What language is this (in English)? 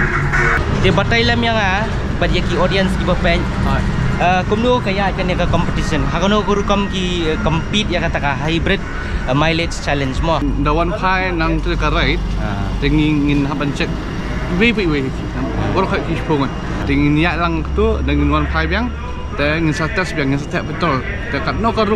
Khasi